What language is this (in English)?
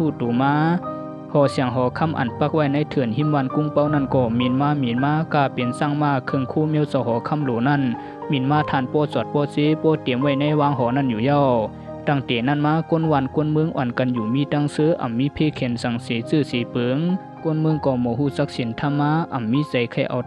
Shan